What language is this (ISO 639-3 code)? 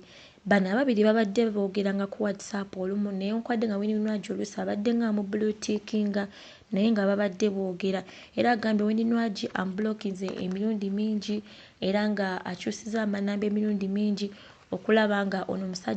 lug